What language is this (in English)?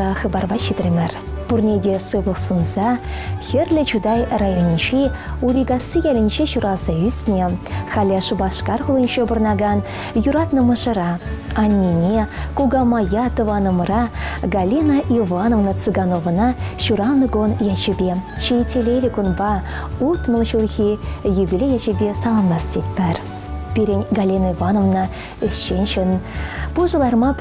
Chuvash